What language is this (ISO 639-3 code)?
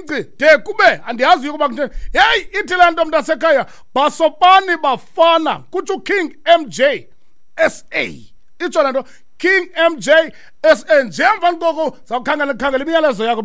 xho